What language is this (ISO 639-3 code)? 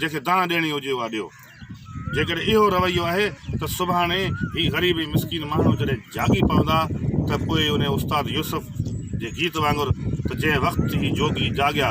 snd